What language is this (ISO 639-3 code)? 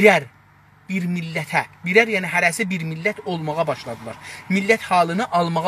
azb